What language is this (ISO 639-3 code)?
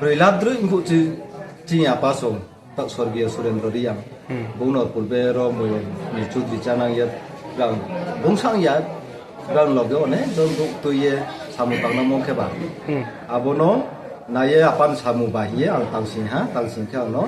ria